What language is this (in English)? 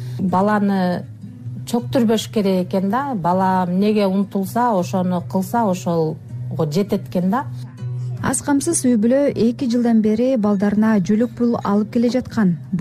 Kyrgyz